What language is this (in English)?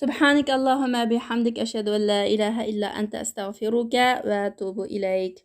Uyghur